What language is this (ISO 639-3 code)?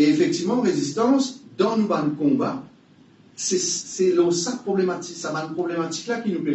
mfe